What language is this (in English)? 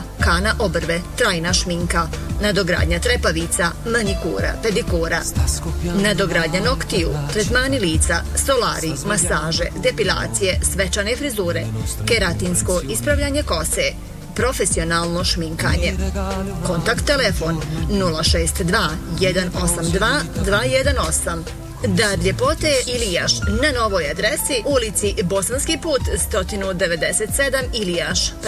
Bosnian